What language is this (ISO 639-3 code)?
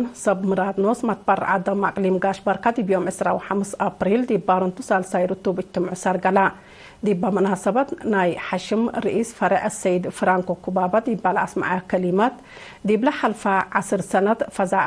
tig